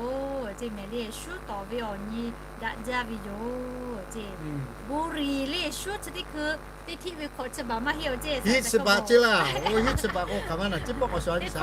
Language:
Lahu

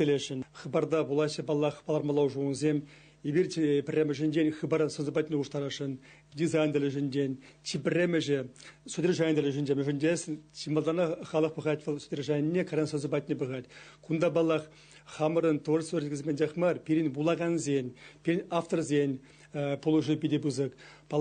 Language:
Chuvash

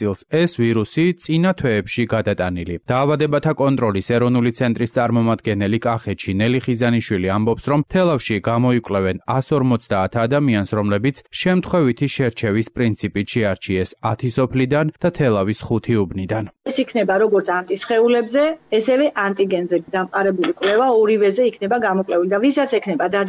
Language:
Georgian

